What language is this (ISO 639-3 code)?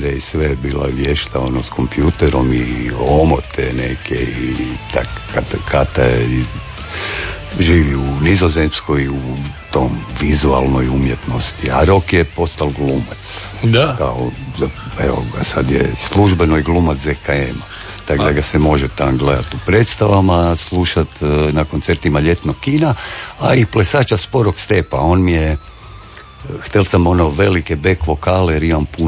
hrv